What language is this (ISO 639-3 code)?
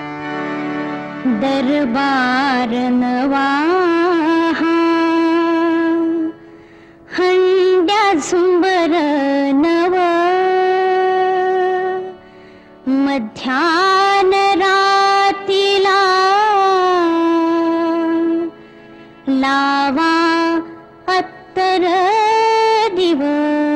mar